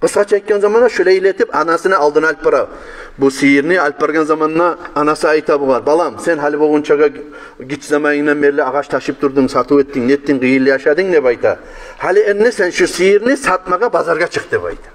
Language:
Kumyk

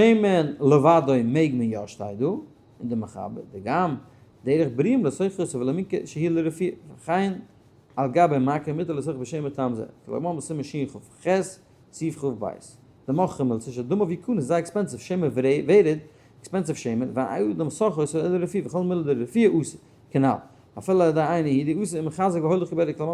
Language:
Yiddish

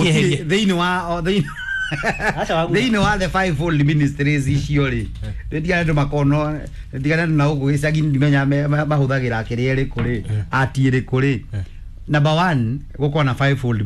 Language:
Kikuyu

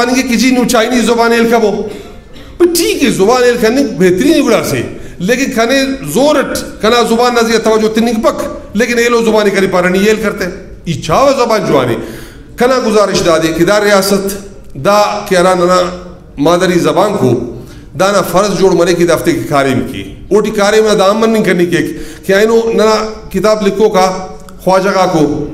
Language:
Brahui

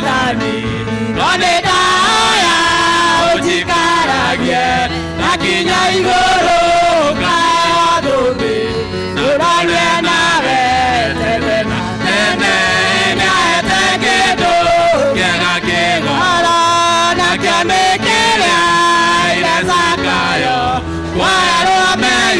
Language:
Kikuyu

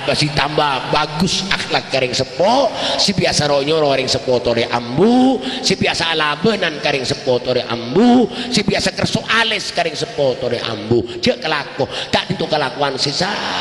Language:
Madurese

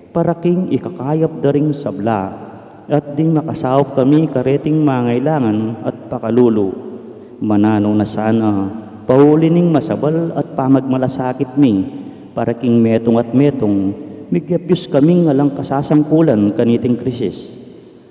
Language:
Pampanga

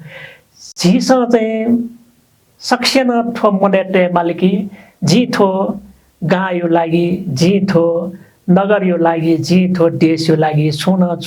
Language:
Newari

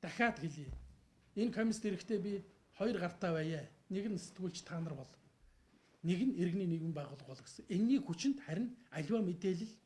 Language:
Mongolian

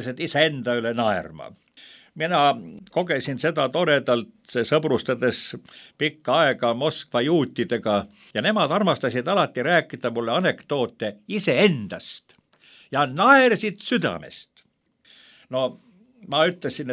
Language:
Estonian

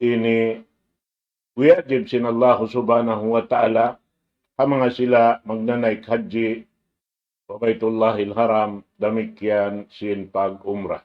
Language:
Tausug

